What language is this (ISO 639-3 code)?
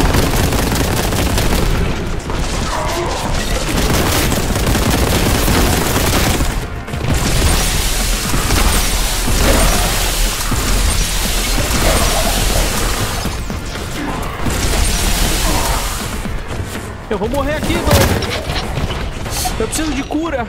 por